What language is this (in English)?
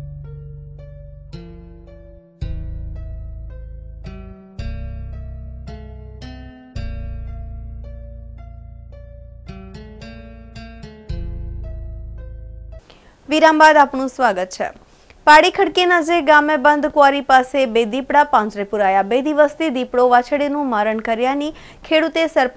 Gujarati